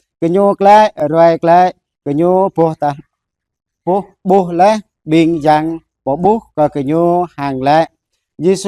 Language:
Jarai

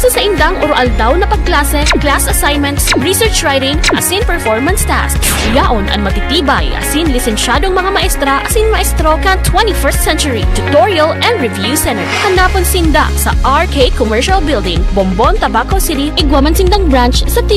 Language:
Bikol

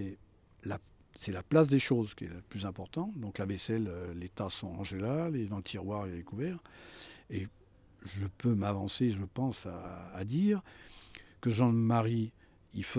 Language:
French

